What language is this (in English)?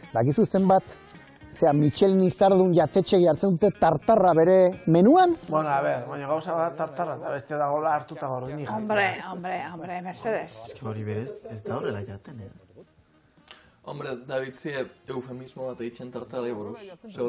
Basque